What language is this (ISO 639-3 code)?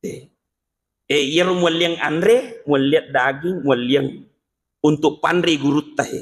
bug